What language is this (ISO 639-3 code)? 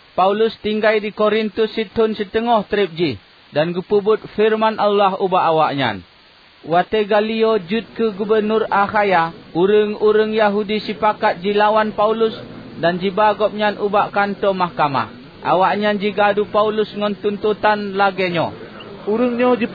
ace